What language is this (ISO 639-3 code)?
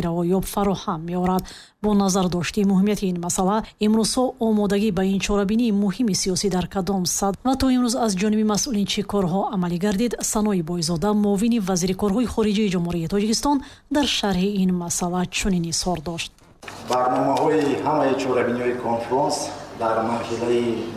tgk